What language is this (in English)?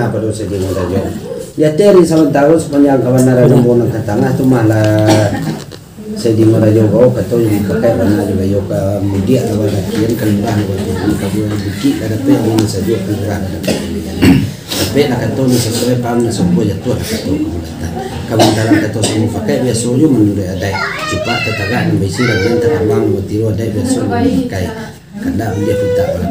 Minangkabau